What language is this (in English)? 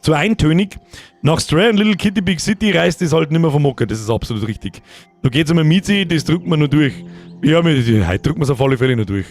Bavarian